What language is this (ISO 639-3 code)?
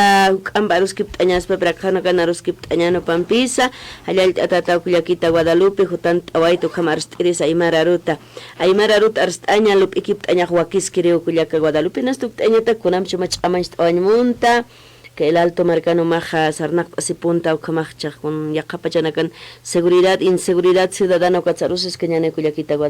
aym